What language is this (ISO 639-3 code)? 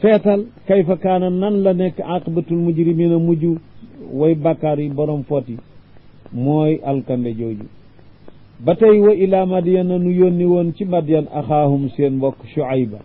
wol